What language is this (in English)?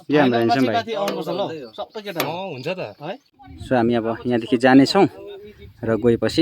Nepali